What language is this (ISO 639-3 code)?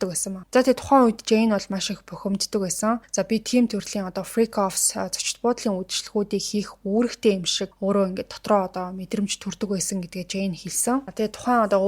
mon